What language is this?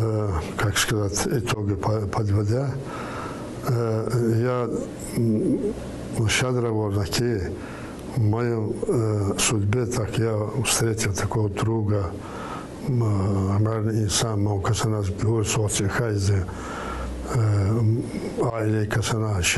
Tsakhur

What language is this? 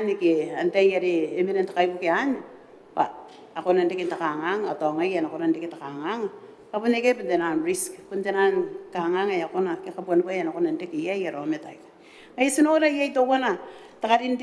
Gilbertese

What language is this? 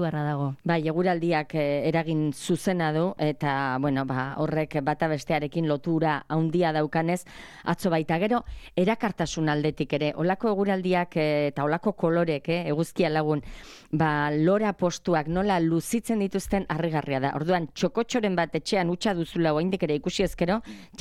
Basque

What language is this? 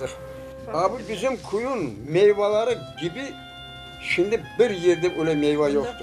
Crimean Tatar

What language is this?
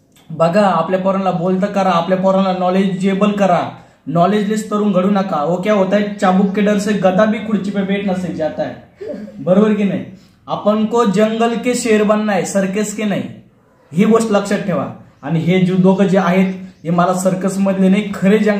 Marathi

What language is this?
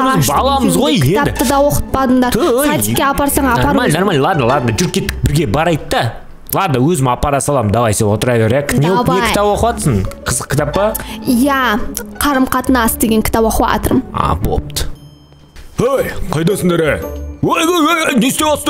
Kazakh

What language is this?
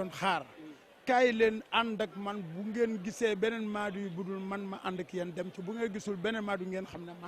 Wolof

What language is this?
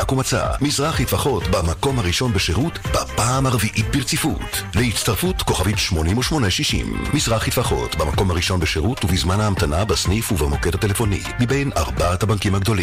Hebrew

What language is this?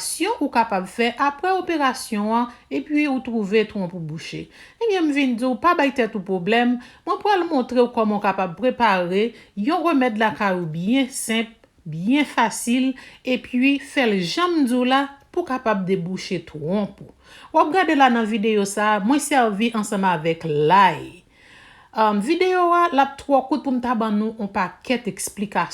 Haitian Creole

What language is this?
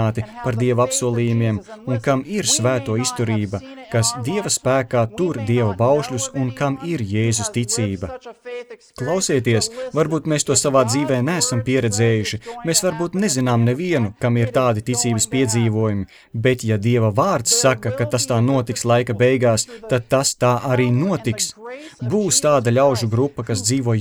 Latvian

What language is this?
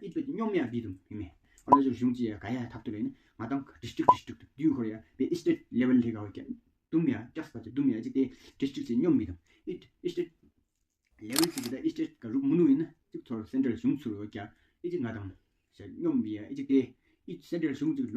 Tawang Monpa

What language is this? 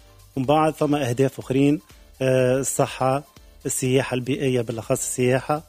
Tunisian Arabic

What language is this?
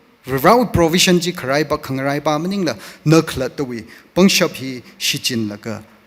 Tangkhul Naga (India)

